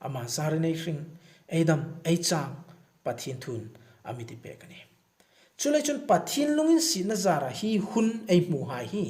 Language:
Hmar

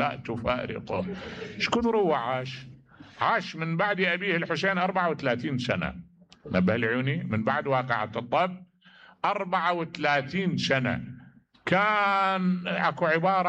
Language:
Mesopotamian Arabic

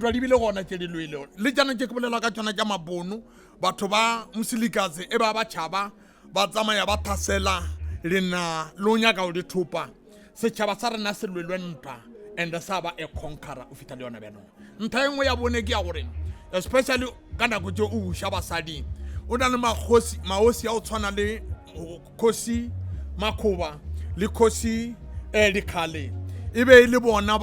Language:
Northern Sotho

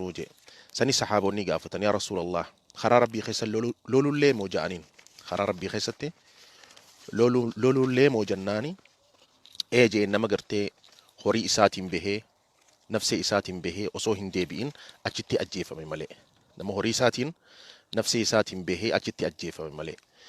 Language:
Oromo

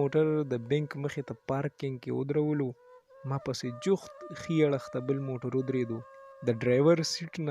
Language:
Pashto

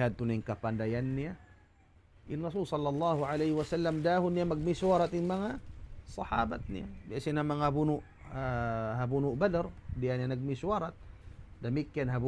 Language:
Tausug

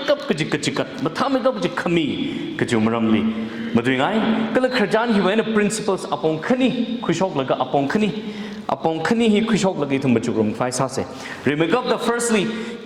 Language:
Tangkhul Naga (India)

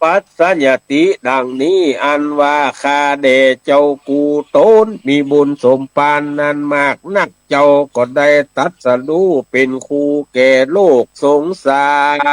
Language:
Northern Thai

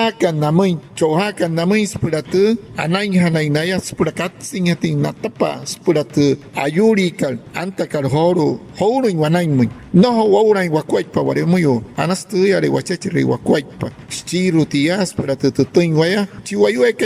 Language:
Wayuu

